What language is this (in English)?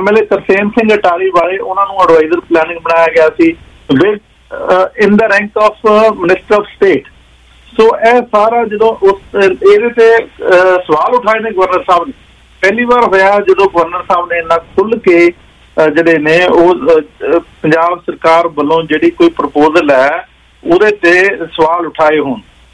Punjabi